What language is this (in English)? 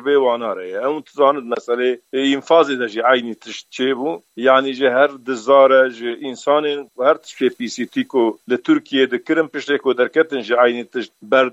Kurdish